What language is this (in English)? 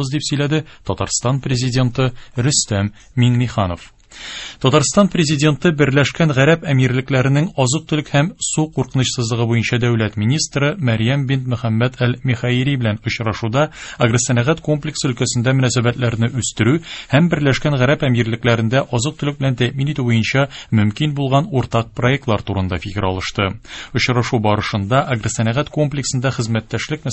Tatar